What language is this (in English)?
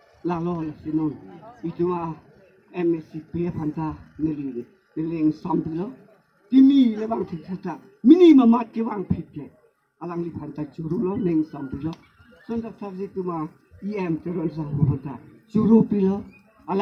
Karbi